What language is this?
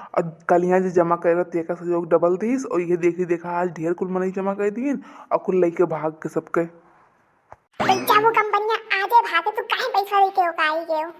Awadhi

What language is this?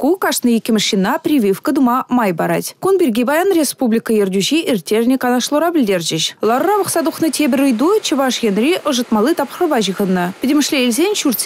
Chuvash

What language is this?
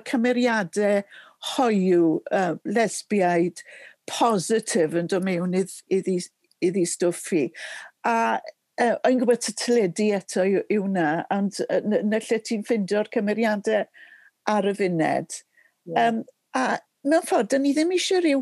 Welsh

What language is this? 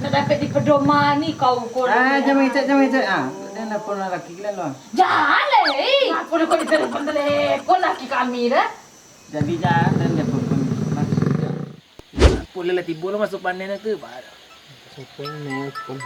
Minangkabau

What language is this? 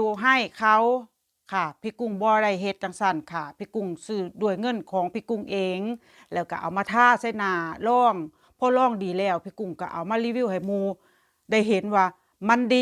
Northeastern Thai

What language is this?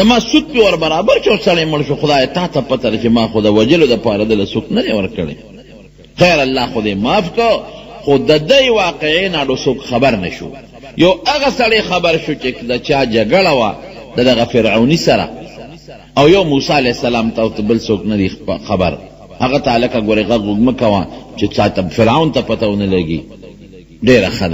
Pashto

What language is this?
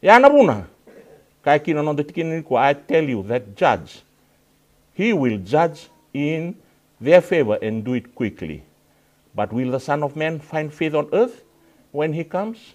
Fijian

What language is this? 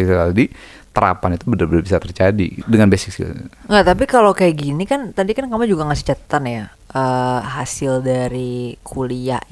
Indonesian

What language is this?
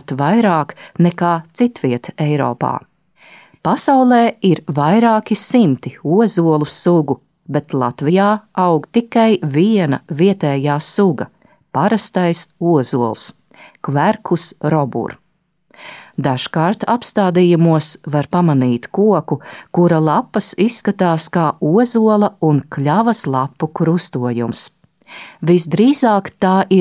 Latvian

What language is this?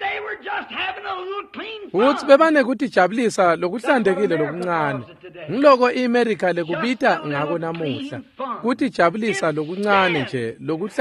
Swati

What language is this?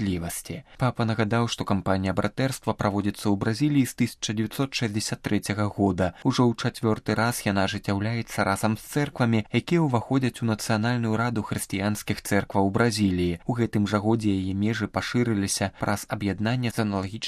Belarusian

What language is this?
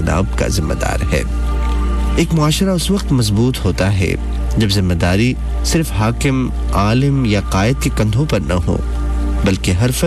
Urdu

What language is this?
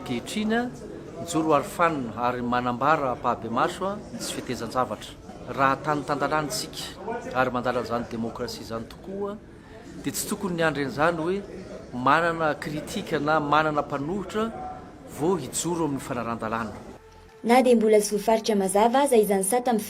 Malagasy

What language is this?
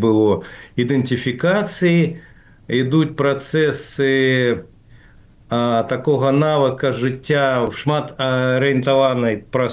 Belarusian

